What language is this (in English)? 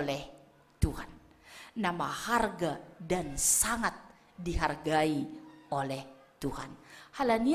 Batak Simalungun